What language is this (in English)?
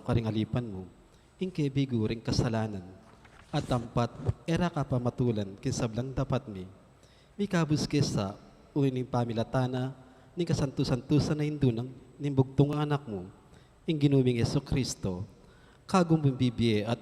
Pampanga